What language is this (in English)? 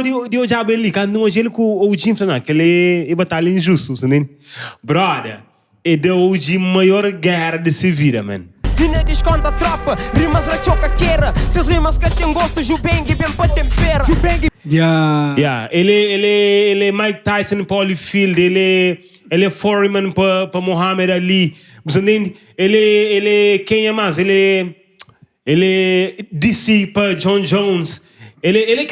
Kabuverdianu